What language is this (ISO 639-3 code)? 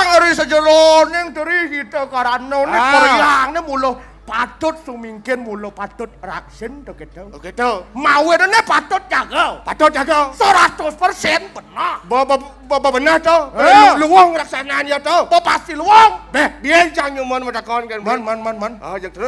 ban